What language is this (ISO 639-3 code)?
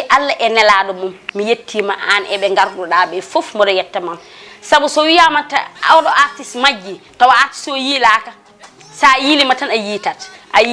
ful